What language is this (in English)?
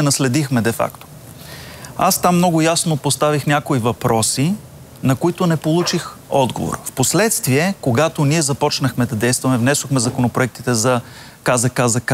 Bulgarian